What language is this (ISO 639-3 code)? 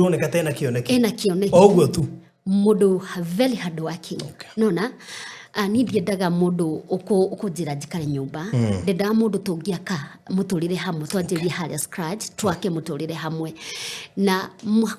kik